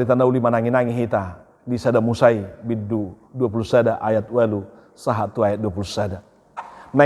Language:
Batak Toba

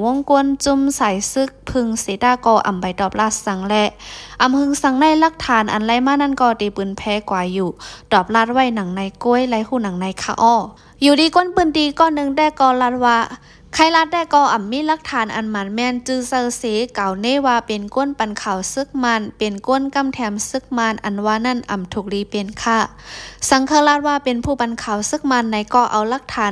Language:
Shan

